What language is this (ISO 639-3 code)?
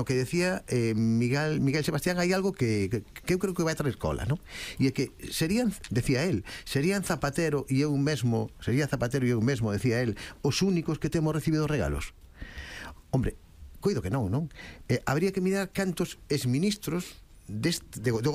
glg